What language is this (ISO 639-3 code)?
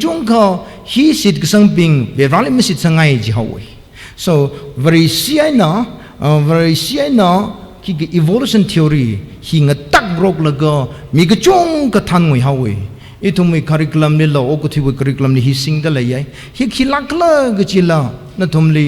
nmf